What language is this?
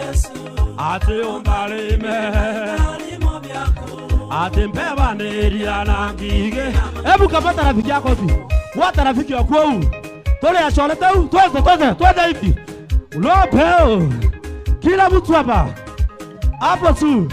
Meru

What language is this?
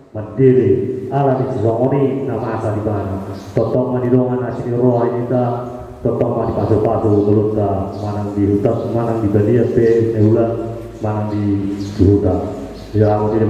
Batak Toba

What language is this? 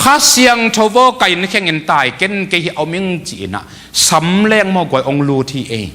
Tedim Chin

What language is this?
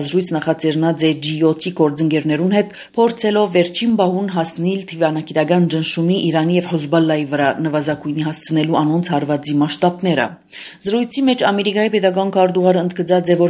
Armenian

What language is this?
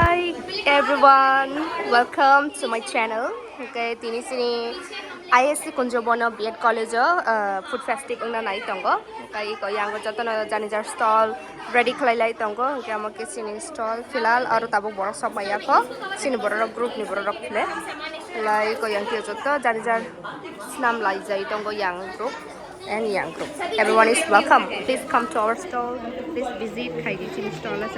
Kok Borok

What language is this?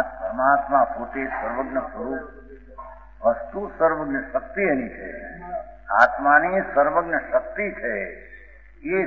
Gujarati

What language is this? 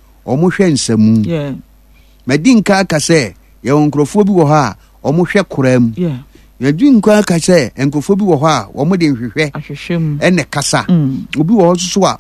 Akan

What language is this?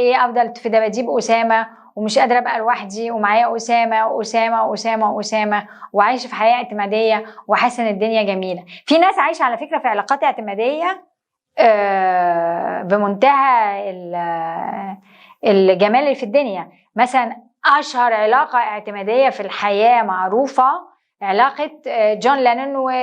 Egyptian Arabic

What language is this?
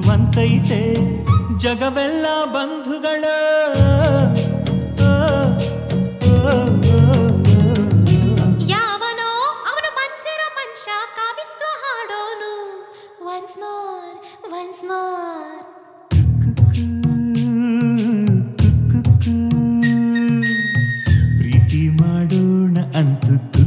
Kannada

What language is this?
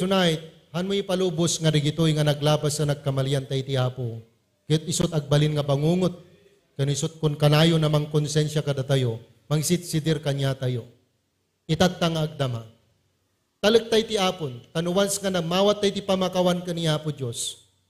Iloko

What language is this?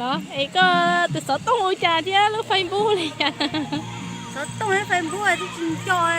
Hmong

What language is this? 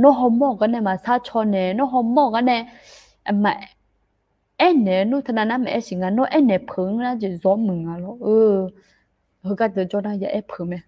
Akha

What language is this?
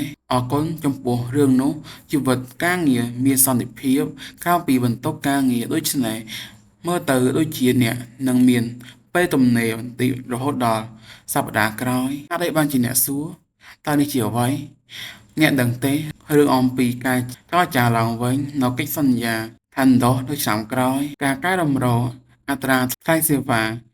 Khmer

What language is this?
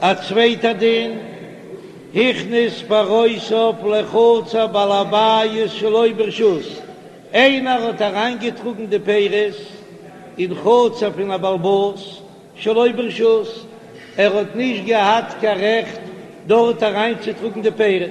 Yiddish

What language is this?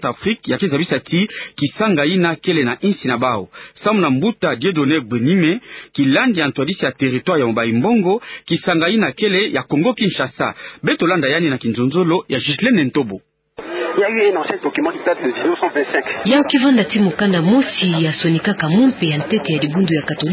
Kituba (Democratic Republic of Congo)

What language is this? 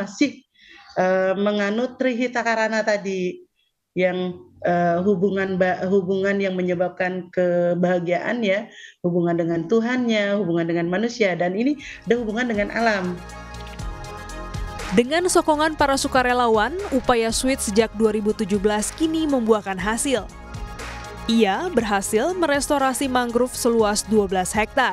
Indonesian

